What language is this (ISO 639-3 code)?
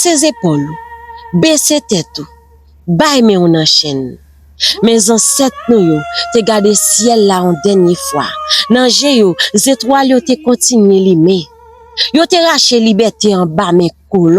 hat